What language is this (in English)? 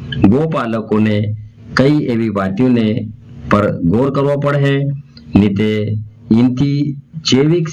Gujarati